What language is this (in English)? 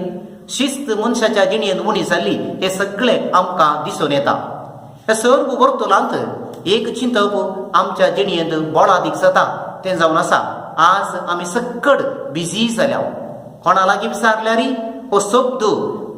Konkani